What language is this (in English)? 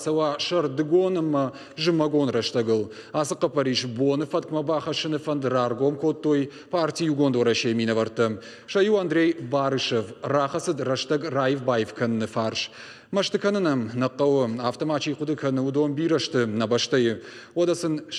Ossetic